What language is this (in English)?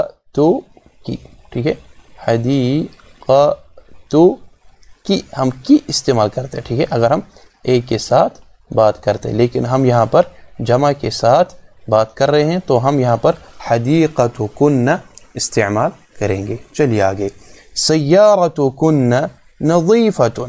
Urdu